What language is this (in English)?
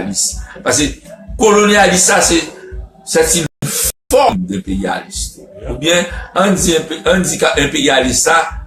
Haitian Creole